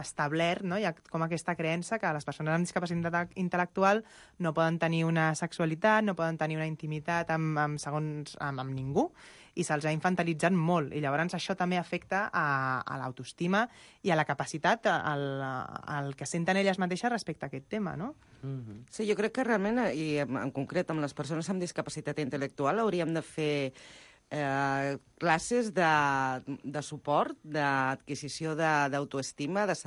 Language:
Catalan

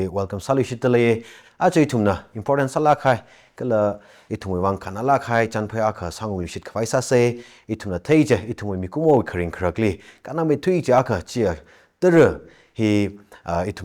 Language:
Tangkhul Naga (India)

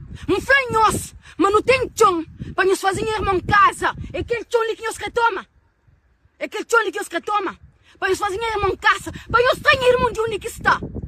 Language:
Kabuverdianu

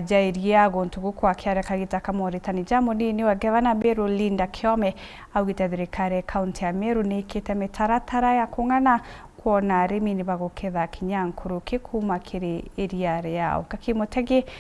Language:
Meru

